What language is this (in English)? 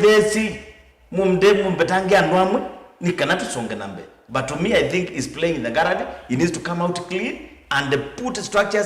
Kamba